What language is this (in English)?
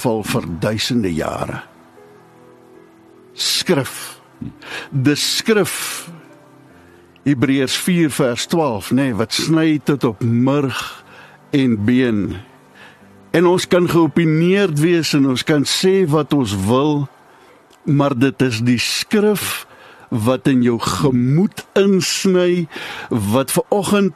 Afrikaans